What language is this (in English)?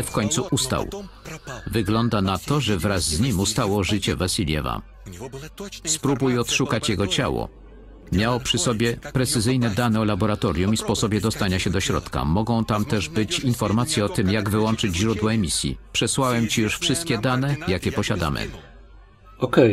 Polish